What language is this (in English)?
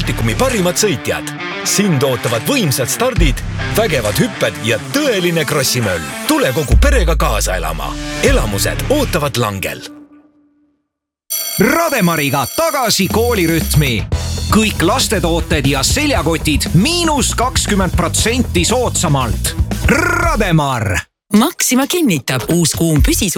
Estonian